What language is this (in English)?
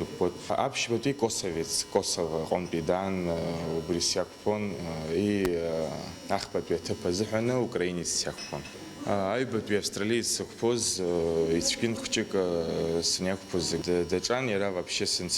Abkhazian